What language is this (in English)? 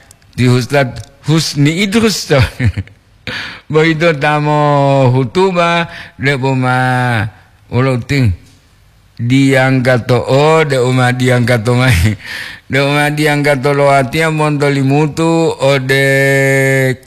Gorontalo